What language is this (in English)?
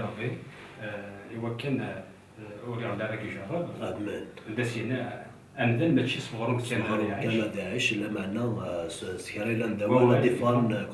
Kabyle